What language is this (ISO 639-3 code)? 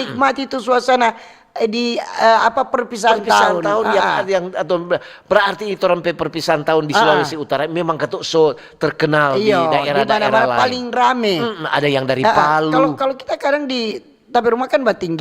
xmm